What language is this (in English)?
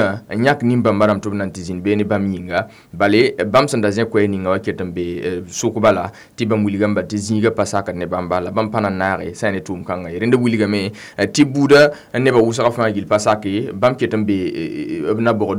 Mossi